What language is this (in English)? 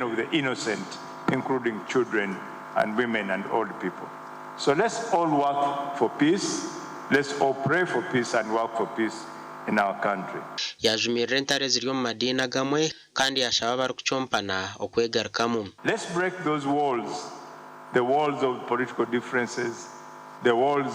Nyankole